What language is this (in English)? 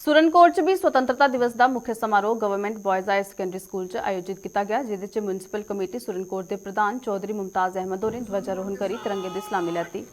Dogri